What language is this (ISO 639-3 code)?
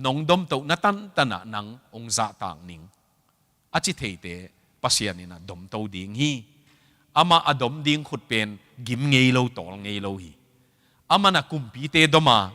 ctd